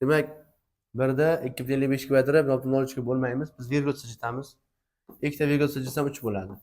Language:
Uzbek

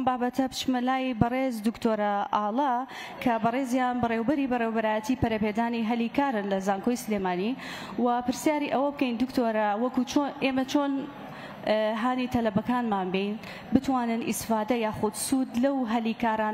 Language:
Central Kurdish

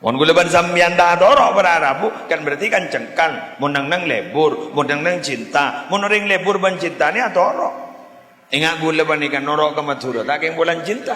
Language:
Madurese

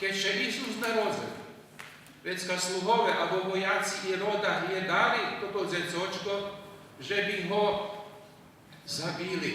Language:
Rusyn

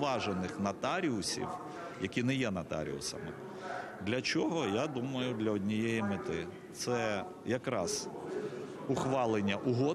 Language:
Ukrainian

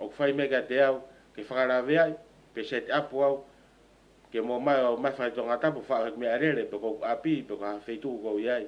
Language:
Tongan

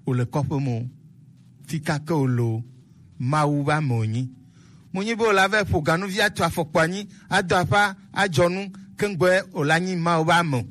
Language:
Gen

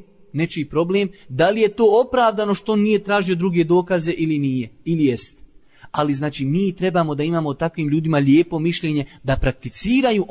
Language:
Bosnian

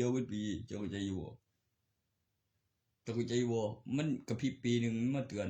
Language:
Northeastern Thai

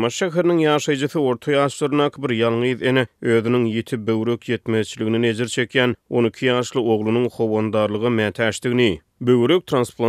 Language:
Turkmen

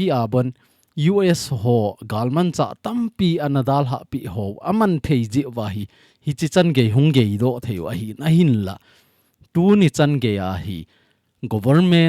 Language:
Thado Chin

